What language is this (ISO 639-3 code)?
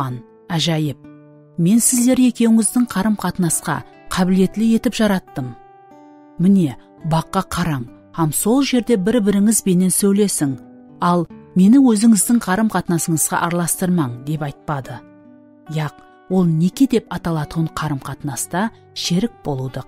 kaa